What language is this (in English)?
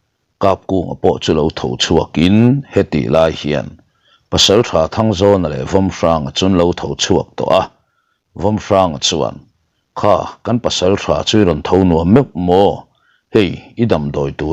Mizo